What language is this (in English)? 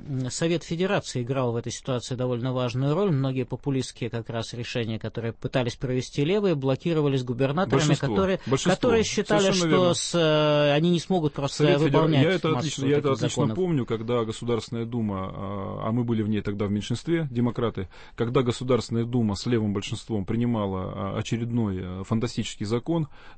Russian